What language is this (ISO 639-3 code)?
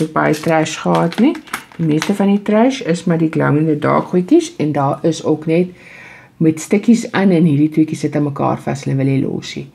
afr